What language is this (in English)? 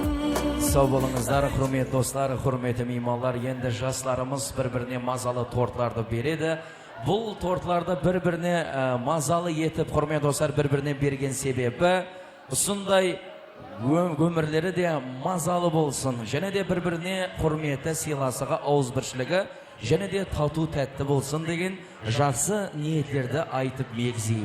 Kara-Kalpak